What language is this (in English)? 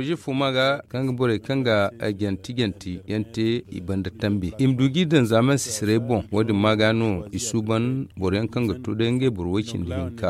Zarma